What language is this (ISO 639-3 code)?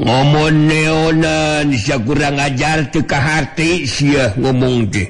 sun